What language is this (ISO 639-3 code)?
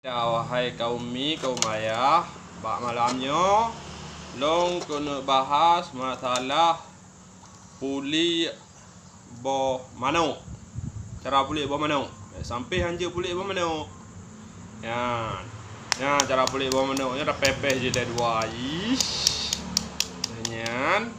ace